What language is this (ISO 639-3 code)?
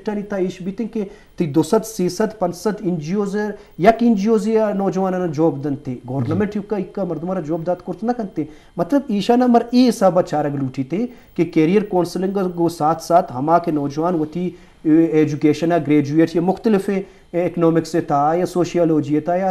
bgp